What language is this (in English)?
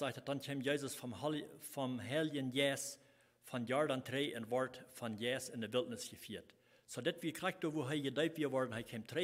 Plautdietsch